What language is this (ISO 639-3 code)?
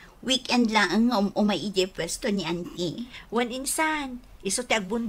ilo